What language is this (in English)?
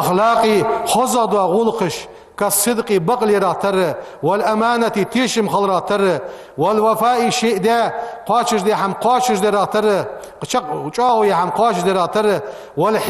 Ingush